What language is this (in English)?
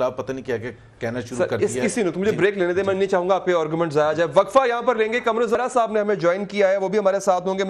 Urdu